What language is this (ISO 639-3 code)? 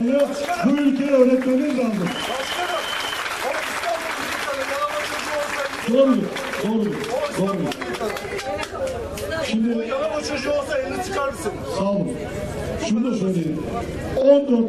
tur